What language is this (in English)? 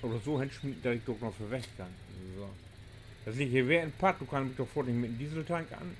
Low German